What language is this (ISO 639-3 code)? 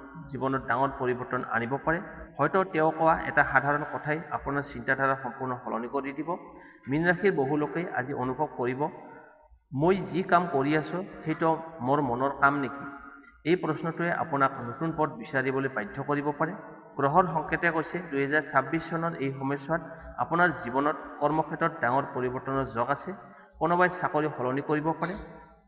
asm